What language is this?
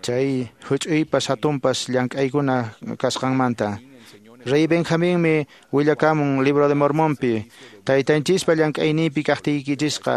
Quechua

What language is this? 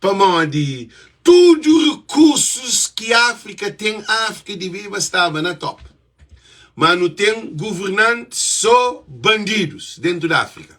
Kabuverdianu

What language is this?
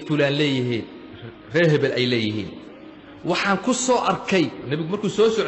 Somali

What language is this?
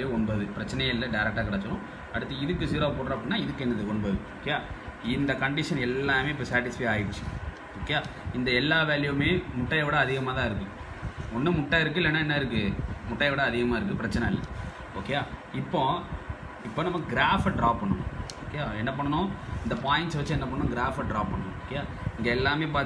Tamil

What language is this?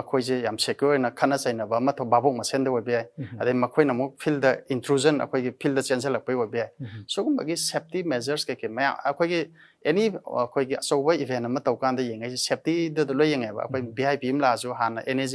Manipuri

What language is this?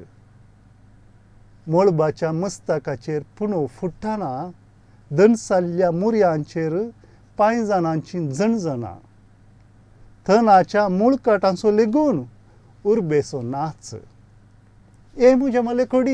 Konkani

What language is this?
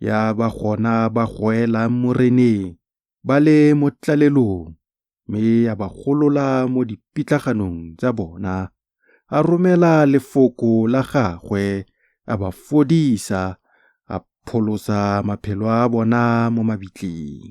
Tswana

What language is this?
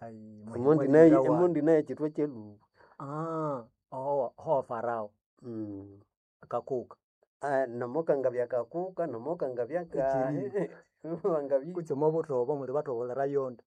Nande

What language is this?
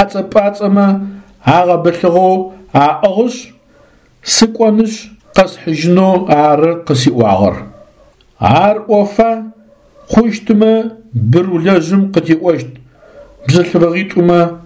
Adyghe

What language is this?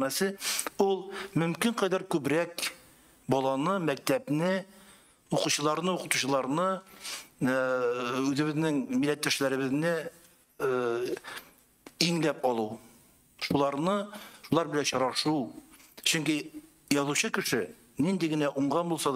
Tatar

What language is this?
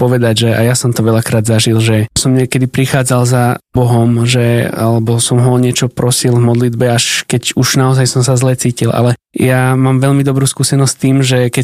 Slovak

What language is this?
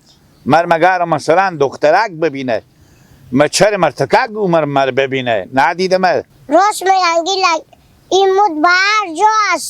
Hazaragi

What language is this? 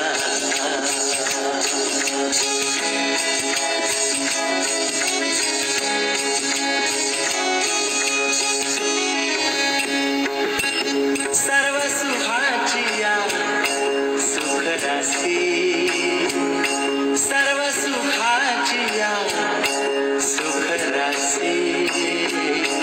Marathi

